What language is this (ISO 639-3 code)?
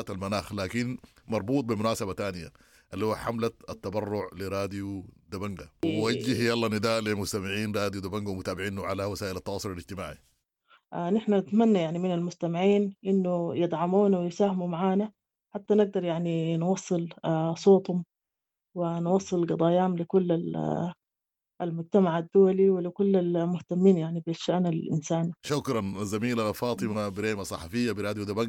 apd